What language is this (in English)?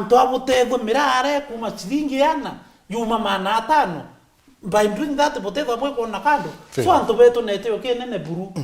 Meru